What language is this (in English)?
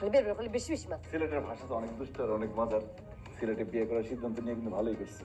Sylheti